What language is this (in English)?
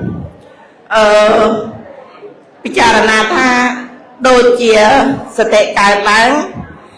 Khmer